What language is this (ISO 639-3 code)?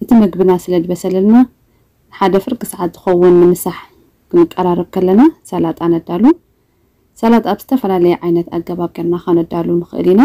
tir